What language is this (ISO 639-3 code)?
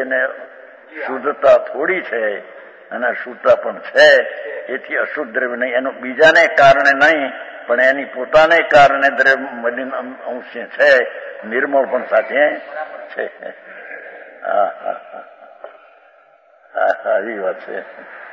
guj